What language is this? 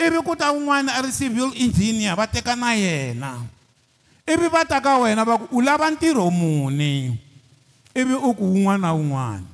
Tsonga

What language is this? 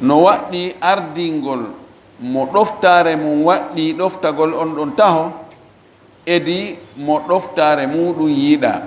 Fula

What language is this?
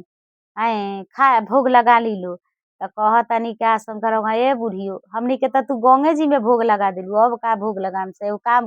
Bhojpuri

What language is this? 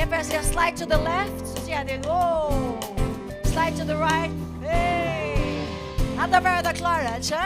Faroese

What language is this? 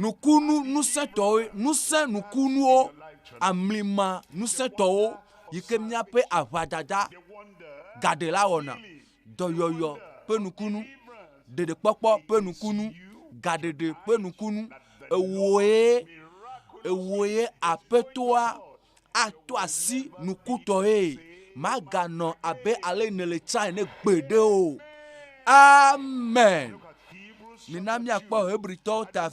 Ewe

